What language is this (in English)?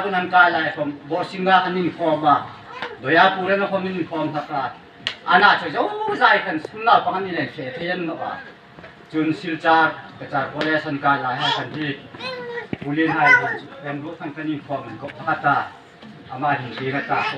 Hmar